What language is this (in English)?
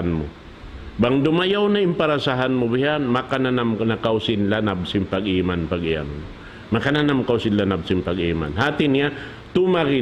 Tausug